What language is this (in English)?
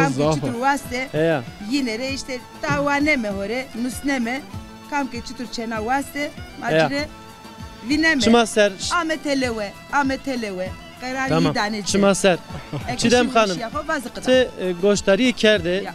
Zaza